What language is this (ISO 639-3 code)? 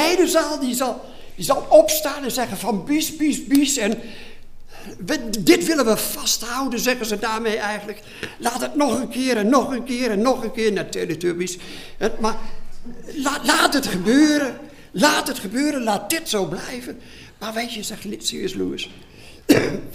nld